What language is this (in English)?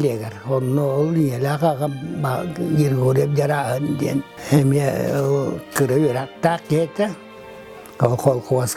Yakut